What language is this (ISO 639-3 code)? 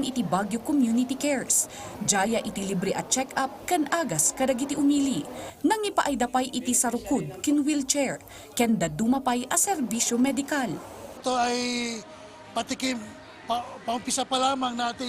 ilo